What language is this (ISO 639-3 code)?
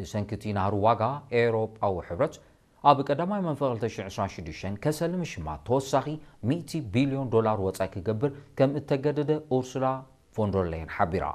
tir